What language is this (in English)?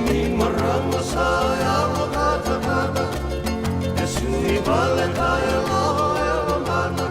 Fijian